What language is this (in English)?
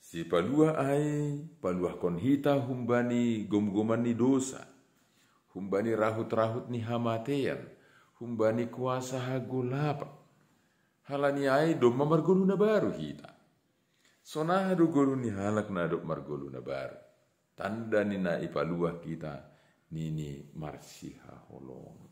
Batak Simalungun